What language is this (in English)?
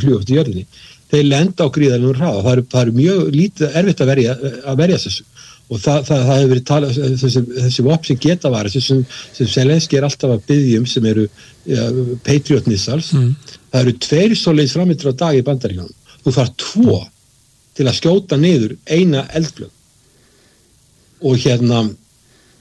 Icelandic